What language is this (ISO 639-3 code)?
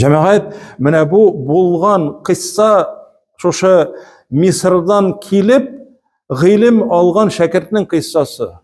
tat